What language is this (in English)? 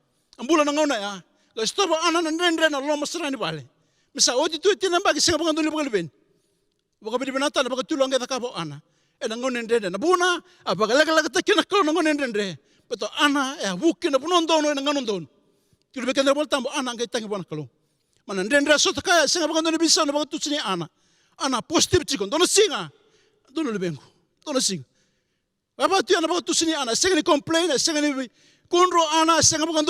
Fijian